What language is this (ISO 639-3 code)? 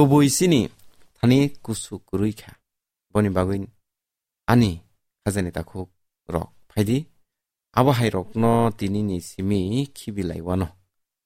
trp